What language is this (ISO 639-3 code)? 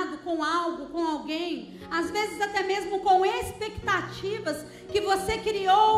por